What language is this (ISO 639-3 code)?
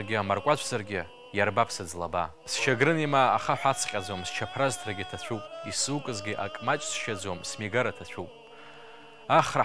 abk